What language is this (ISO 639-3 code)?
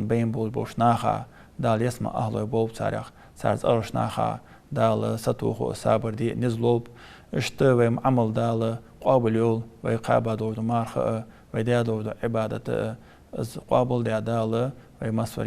inh